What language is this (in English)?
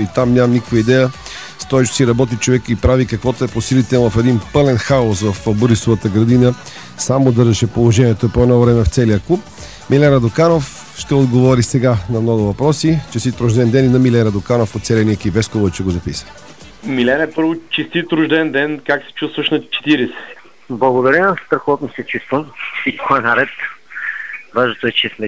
Bulgarian